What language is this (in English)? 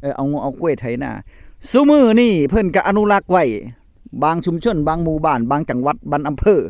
Northeastern Thai